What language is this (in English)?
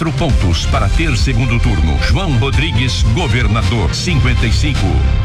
Portuguese